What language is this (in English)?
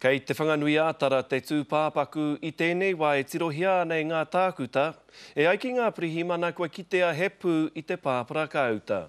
Māori